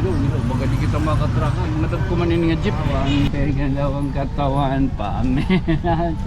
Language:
Waray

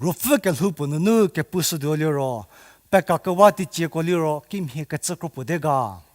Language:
Angami Naga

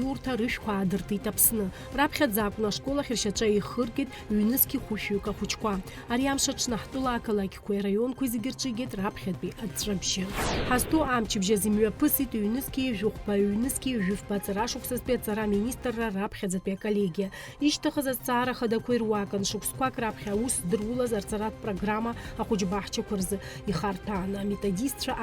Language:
Abkhazian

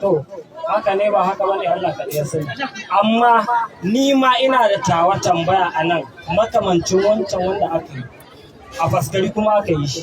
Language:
Hausa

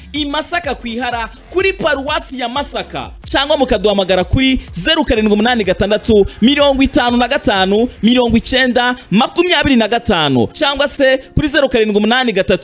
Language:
Kinyarwanda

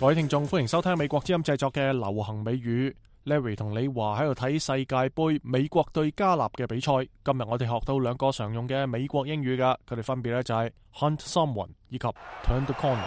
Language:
Cantonese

